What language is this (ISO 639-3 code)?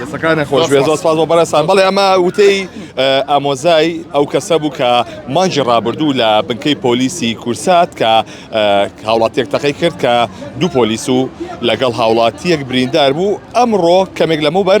ckb